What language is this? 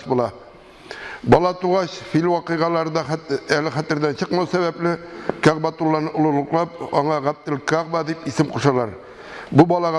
Tatar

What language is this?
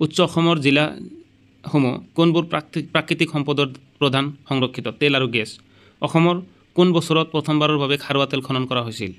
Assamese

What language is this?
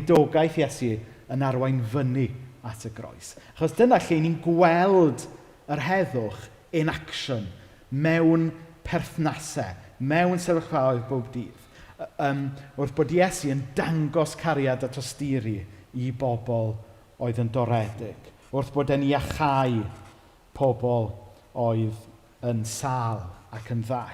Welsh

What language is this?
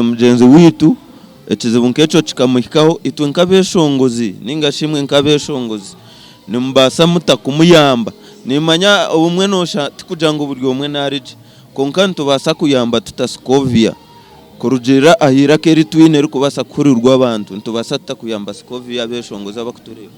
Nyankole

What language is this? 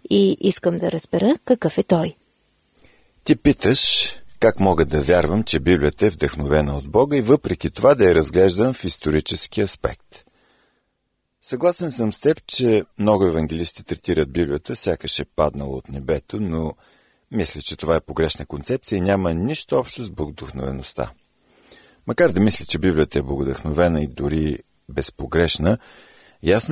Bulgarian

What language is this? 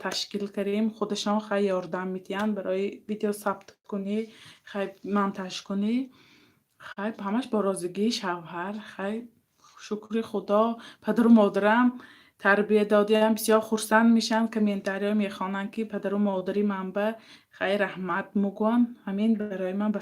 Tajik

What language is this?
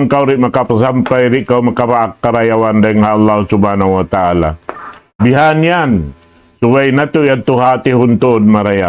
Tausug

